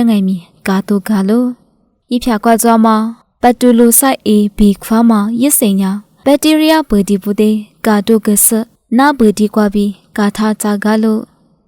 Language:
Lisu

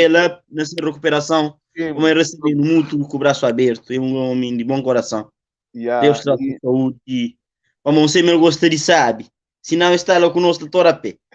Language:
Kabuverdianu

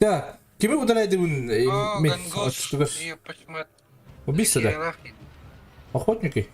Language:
Yakut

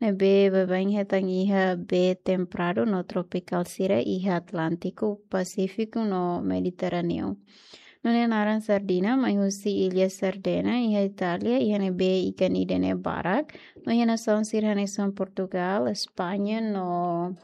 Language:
Tetum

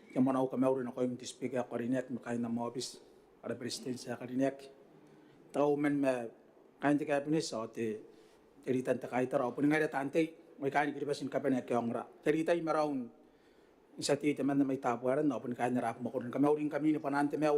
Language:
Gilbertese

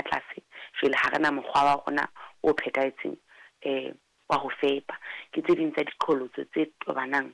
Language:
Southern Sotho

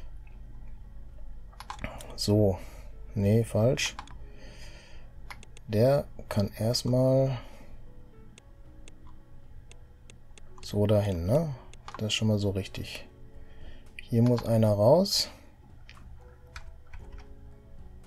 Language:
German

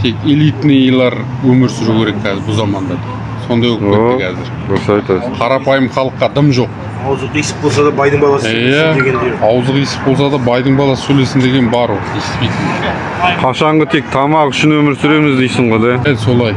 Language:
Kazakh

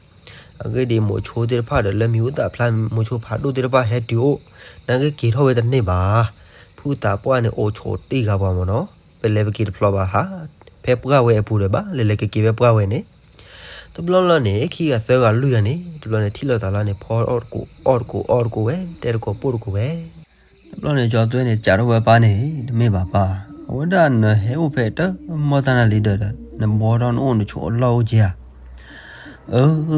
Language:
S'gaw Karen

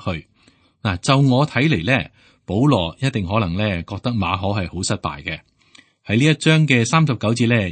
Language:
Cantonese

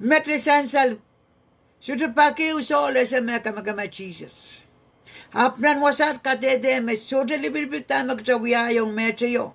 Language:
Pohnpeian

